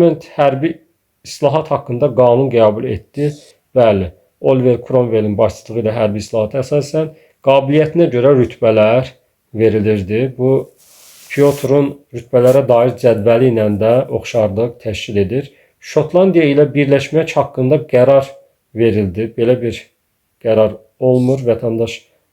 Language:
Azerbaijani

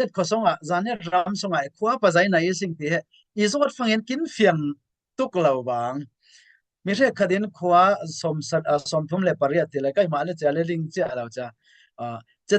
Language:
Falam Chin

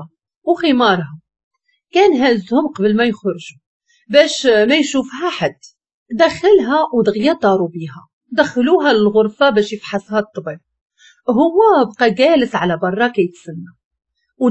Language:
Moroccan Arabic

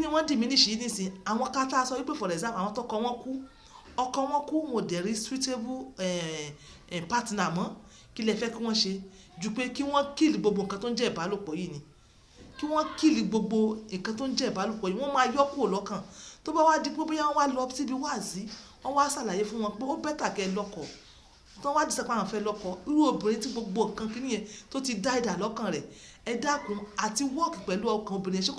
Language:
Yoruba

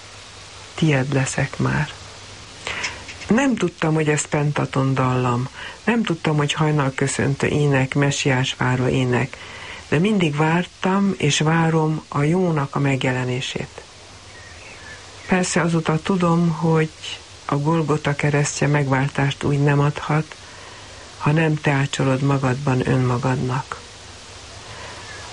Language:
Hungarian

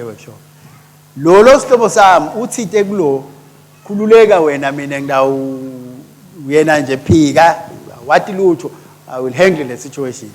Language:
Swati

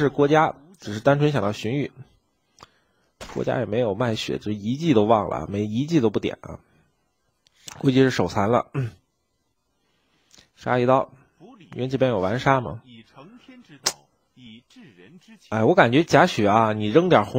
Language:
Chinese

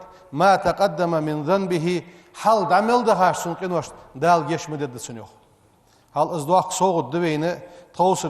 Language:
Ingush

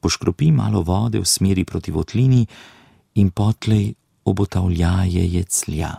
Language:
Slovenian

